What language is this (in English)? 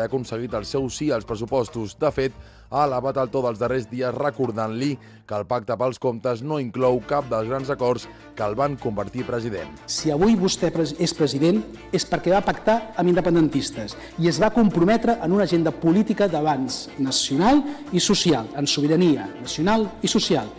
Catalan